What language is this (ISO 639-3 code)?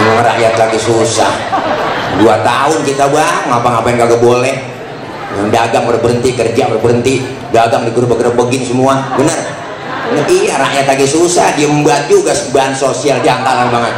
bew